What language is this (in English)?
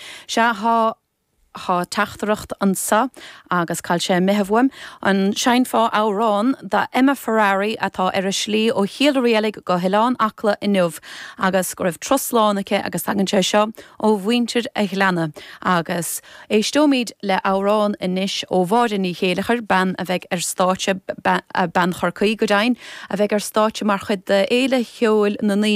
Irish